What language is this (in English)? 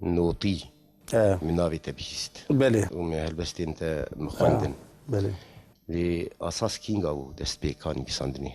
Kurdish